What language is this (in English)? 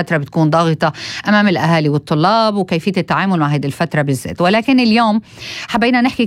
North Levantine Arabic